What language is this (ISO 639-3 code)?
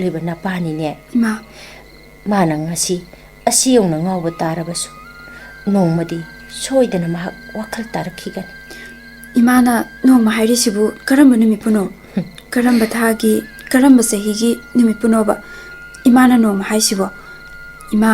mni